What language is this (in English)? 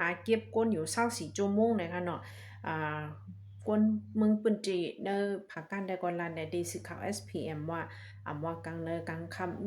Shan